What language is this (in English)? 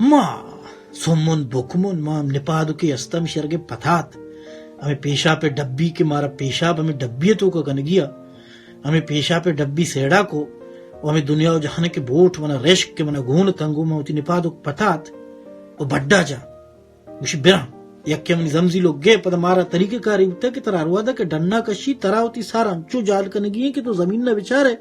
Baluchi